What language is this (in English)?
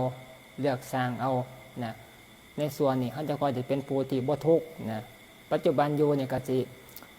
Northeastern Thai